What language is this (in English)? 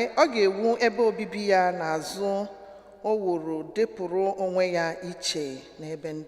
Igbo